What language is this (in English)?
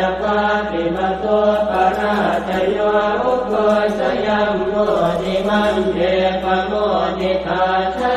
Pali